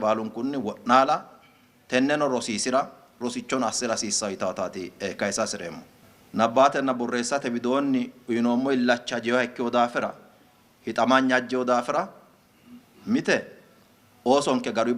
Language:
Sidamo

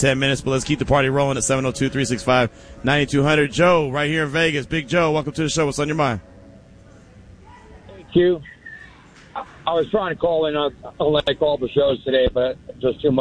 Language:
English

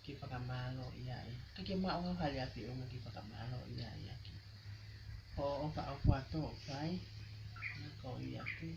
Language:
Tongan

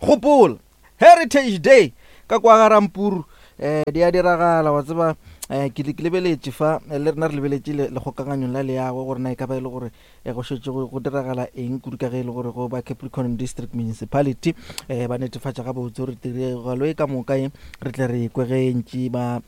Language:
Northern Sotho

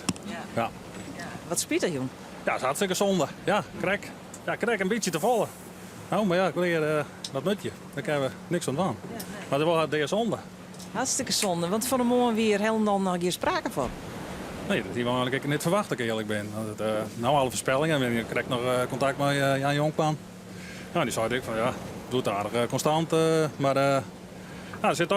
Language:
Western Frisian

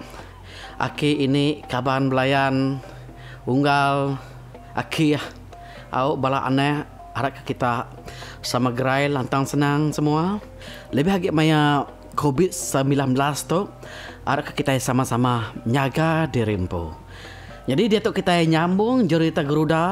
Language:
Iban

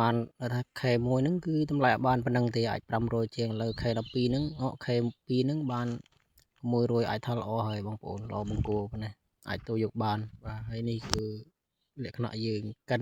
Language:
Khmer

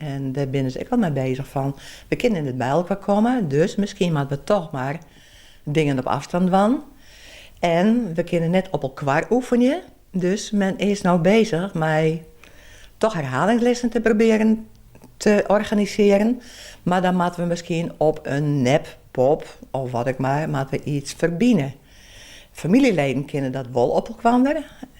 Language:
Western Frisian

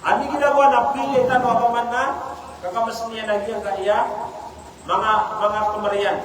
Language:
Maranao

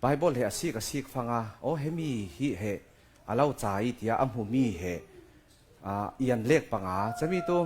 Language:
Falam Chin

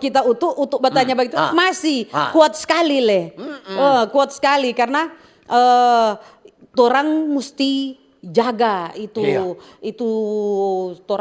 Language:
Manado Malay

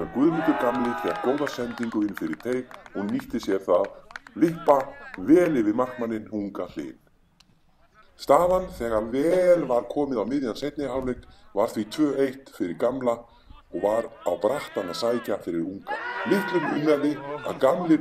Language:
Icelandic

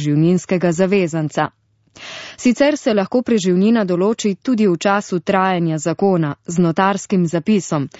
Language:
Slovenian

